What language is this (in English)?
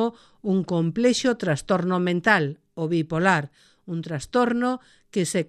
Galician